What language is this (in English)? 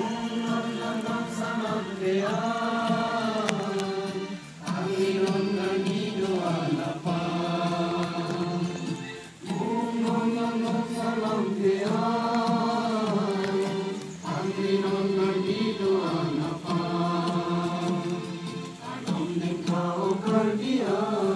Karbi